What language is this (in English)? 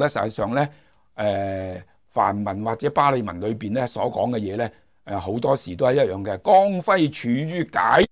Cantonese